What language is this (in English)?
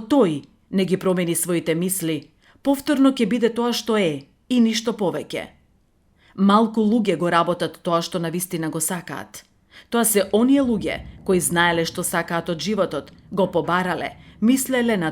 Macedonian